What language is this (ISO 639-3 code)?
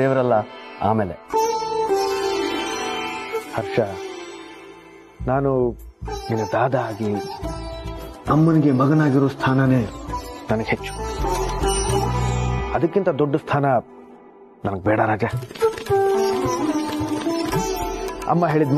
kan